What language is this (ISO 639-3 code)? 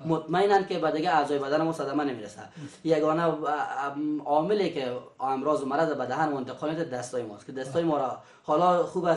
fas